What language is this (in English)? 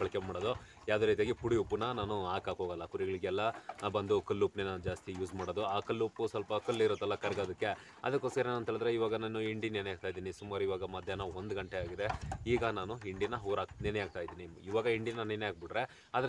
Kannada